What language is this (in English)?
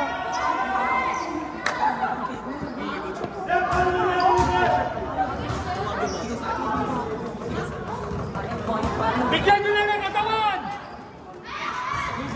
Filipino